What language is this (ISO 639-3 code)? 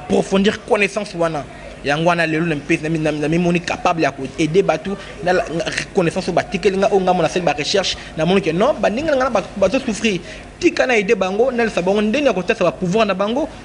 lin